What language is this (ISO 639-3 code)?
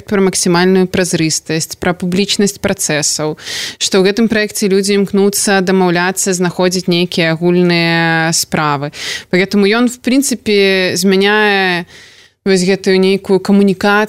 bel